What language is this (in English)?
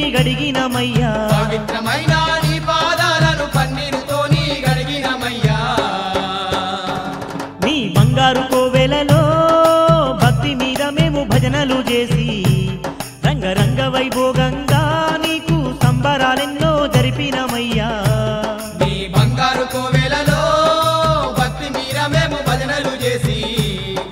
Telugu